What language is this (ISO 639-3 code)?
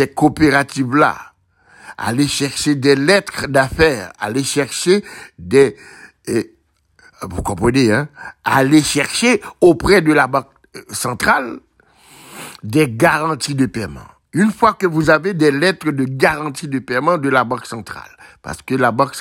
fra